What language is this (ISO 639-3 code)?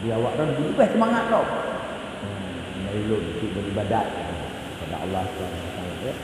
ace